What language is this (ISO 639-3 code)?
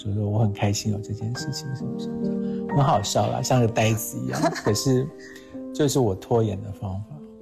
zho